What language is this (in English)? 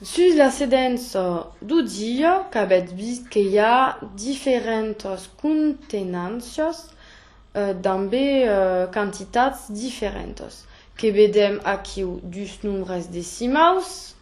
Occitan